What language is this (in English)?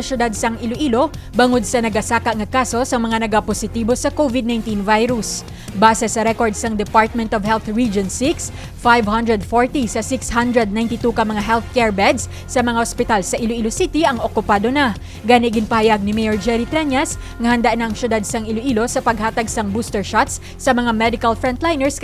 Hiligaynon